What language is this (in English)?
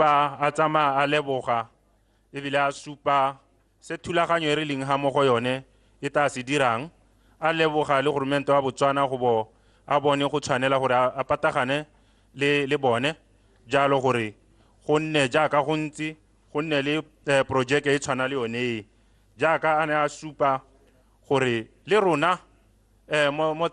Tswana